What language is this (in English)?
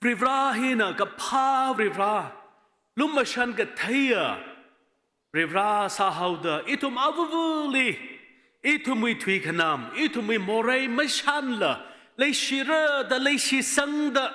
Tangkhul Naga (India)